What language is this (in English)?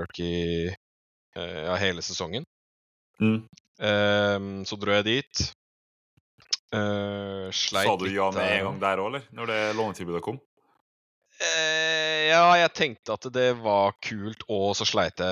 Norwegian